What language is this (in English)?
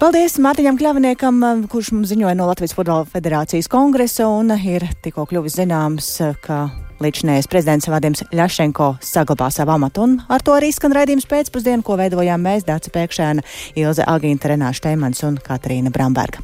Latvian